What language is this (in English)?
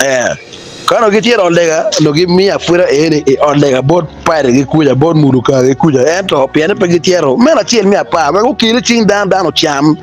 Acoli